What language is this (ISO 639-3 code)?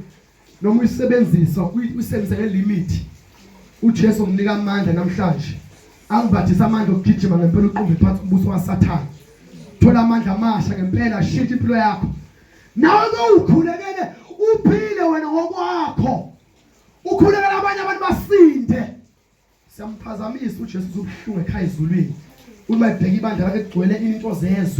zul